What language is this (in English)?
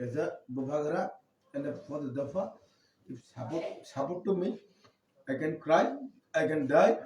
Kok Borok